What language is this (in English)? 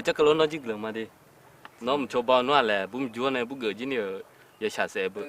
Akha